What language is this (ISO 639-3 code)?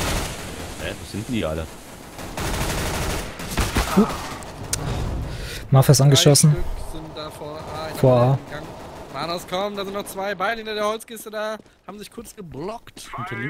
deu